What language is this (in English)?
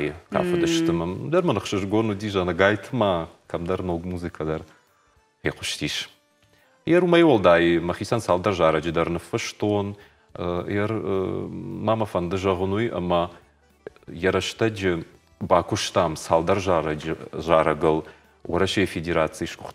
Ossetic